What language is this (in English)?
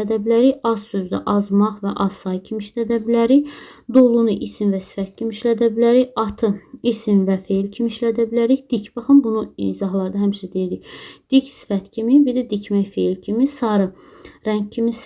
Azerbaijani